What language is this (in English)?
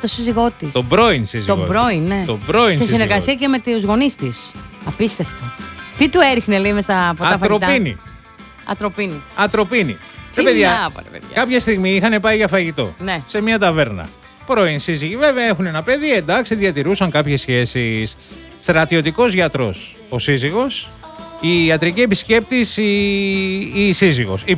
Greek